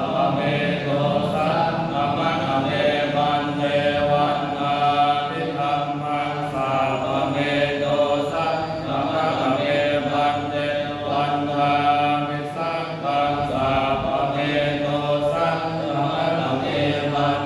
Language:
Pali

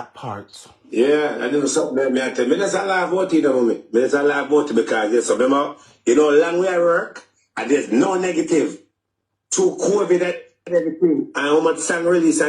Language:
Jamaican Creole English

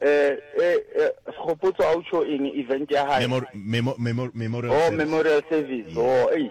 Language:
Northern Sotho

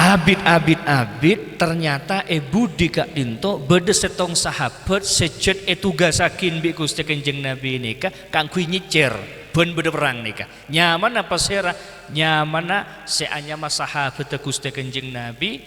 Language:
Madurese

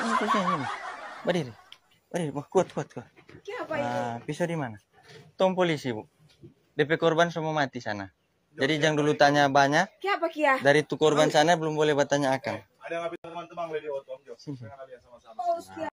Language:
Manado Malay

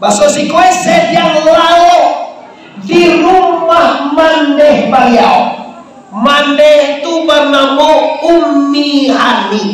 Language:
Minangkabau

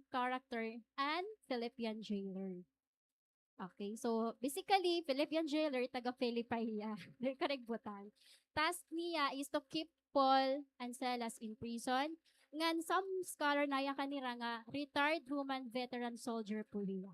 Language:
Waray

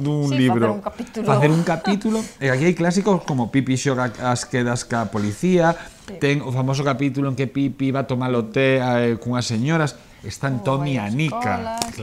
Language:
Galician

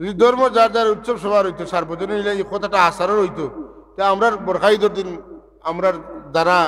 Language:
Sylheti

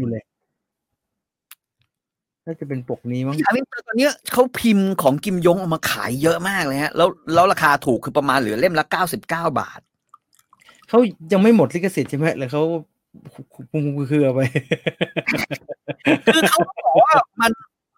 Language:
Thai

